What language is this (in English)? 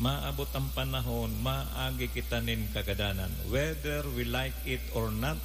Bikol